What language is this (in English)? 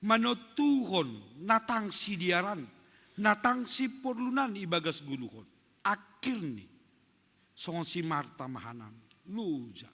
Batak Simalungun